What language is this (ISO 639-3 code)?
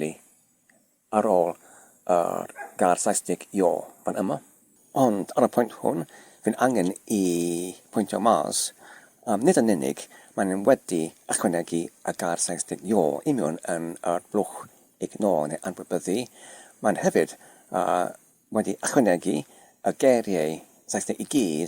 cym